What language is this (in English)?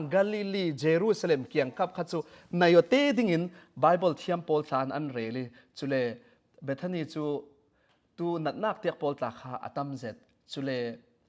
Falam Chin